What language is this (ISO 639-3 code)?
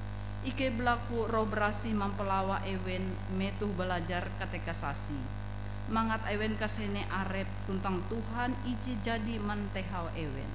nij